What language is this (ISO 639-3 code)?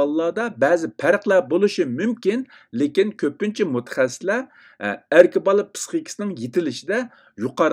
uig